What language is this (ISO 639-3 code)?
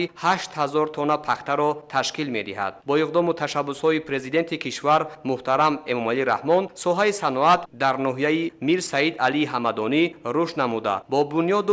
tgk